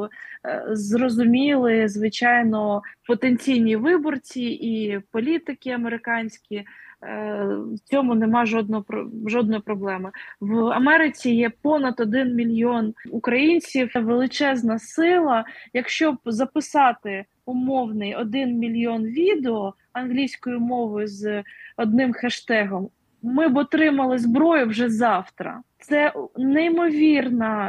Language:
Ukrainian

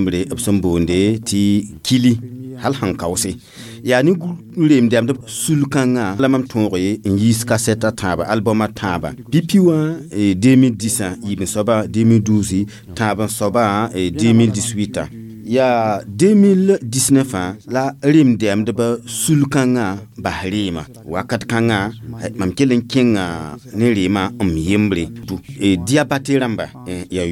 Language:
Mossi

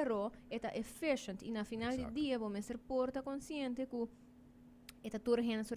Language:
Papiamento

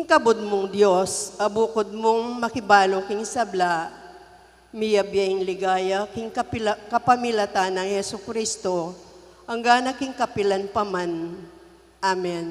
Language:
Pampanga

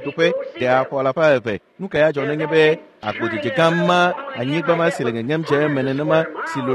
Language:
Ewe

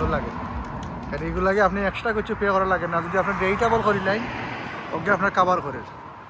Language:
Sylheti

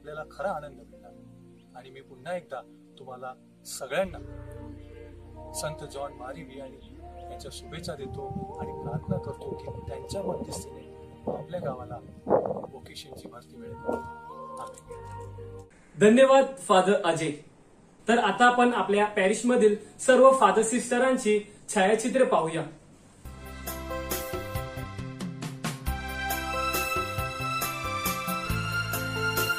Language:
Marathi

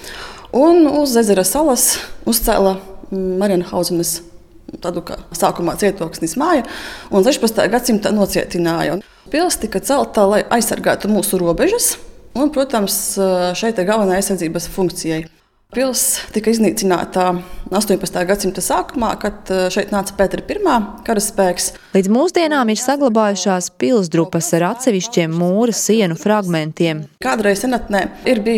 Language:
Latvian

